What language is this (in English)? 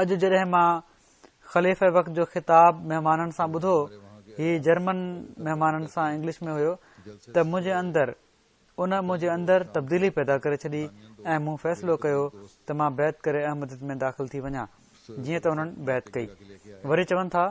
Sindhi